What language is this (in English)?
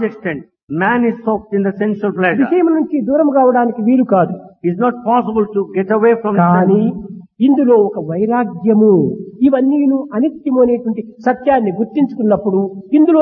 Telugu